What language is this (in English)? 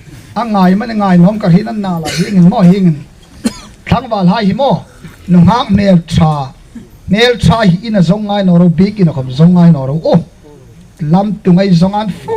Hmar